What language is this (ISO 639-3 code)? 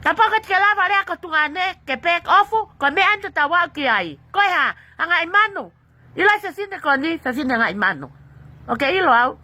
ton